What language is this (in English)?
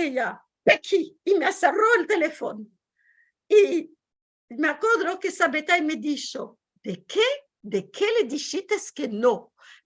Ladino